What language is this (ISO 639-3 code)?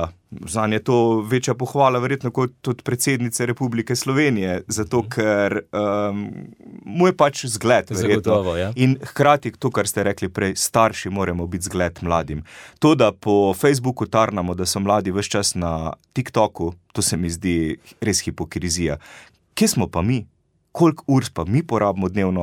slv